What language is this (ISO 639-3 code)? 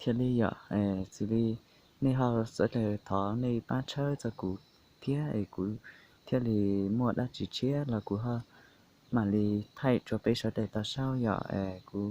hmn